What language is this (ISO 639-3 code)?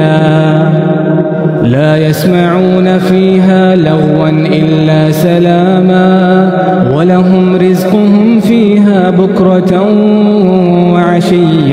ara